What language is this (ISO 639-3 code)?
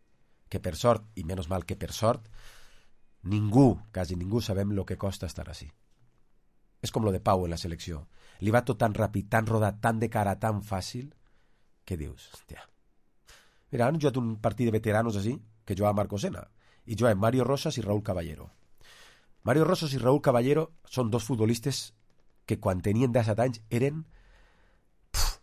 cat